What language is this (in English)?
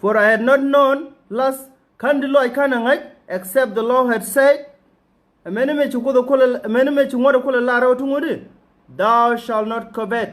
Nuer